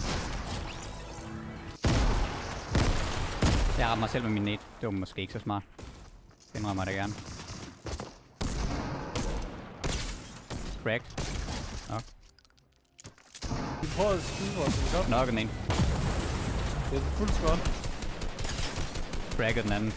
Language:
Danish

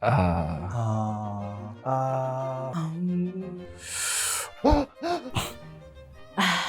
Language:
Māori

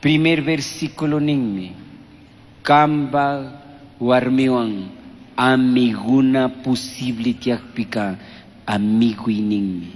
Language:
Chimborazo Highland Quichua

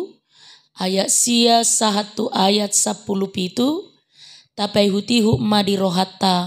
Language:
Batak Toba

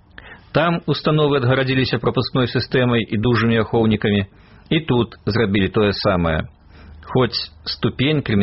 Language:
Belarusian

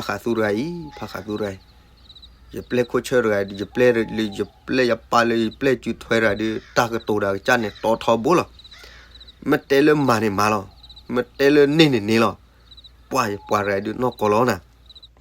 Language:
S'gaw Karen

